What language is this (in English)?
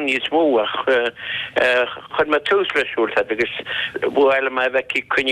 Irish